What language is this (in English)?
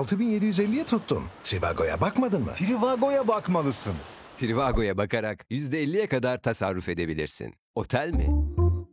Turkish